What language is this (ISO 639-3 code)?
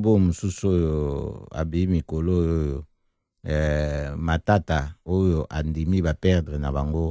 lin